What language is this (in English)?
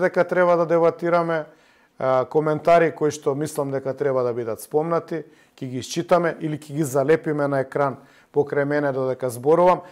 Macedonian